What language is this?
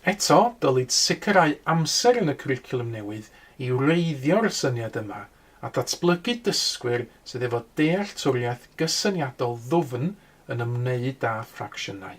Welsh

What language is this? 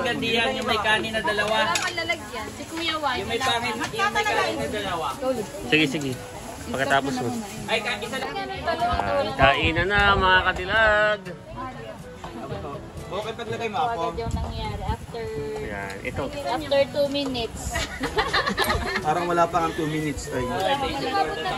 Filipino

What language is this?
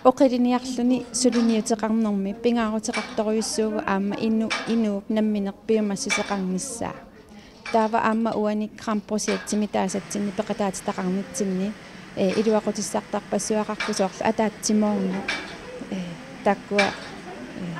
Kalaallisut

